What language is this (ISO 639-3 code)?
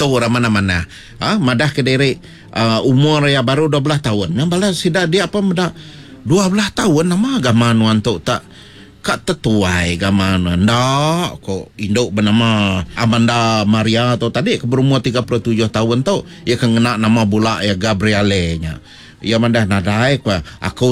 iba